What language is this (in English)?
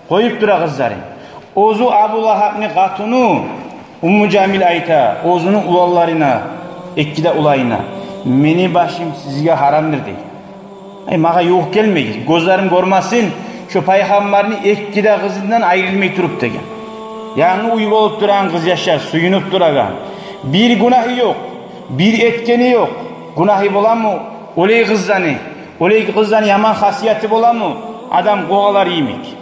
Kumyk